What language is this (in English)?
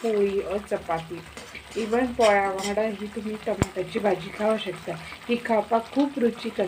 Konkani